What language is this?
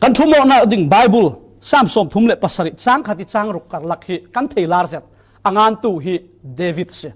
Falam Chin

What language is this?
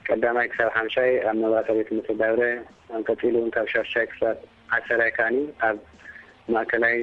Tigrinya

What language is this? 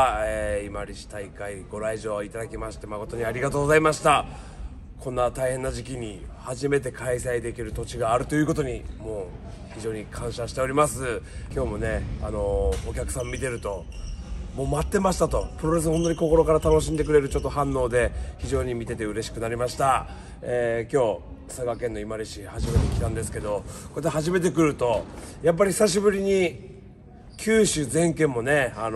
Japanese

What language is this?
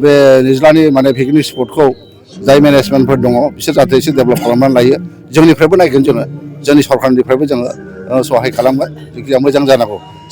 Bodo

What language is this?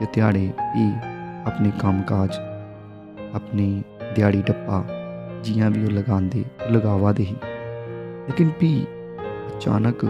Dogri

